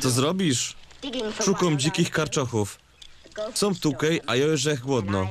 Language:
Silesian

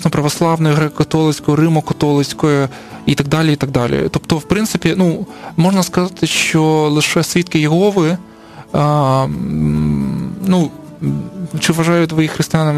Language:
Ukrainian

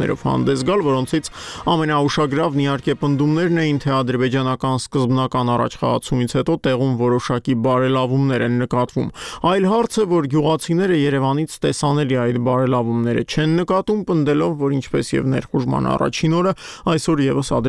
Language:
Armenian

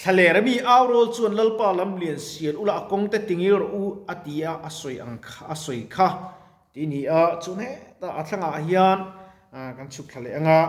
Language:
Mizo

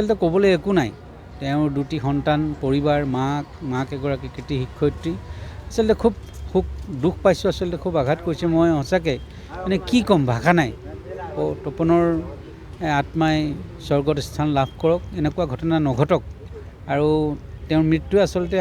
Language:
Assamese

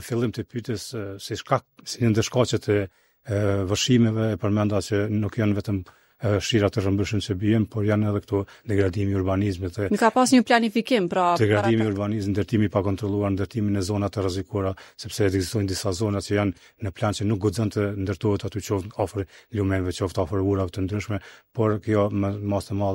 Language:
Albanian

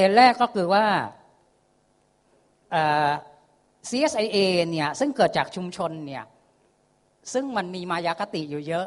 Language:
Thai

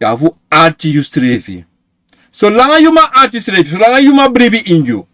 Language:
Sranan Tongo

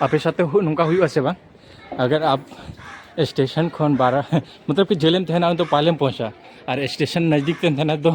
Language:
Santali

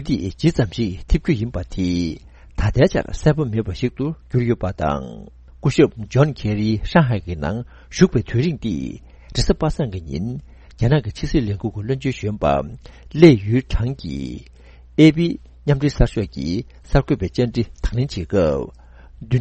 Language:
Tibetan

